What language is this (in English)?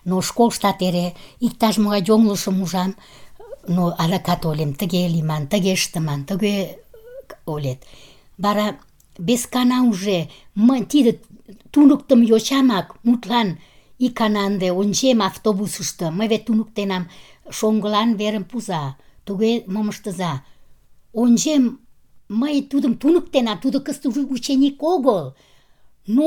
Mari